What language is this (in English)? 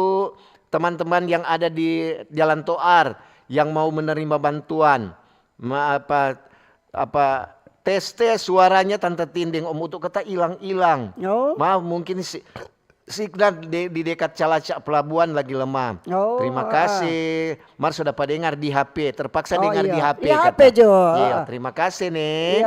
Manado Malay